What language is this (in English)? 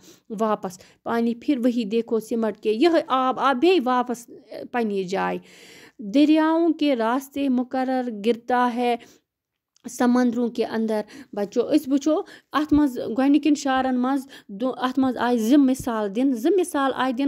Kashmiri